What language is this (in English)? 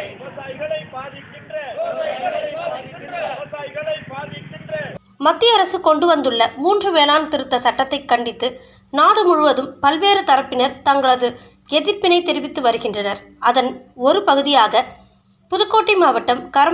Tamil